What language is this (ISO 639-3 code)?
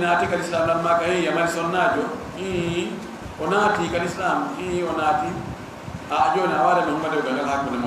ful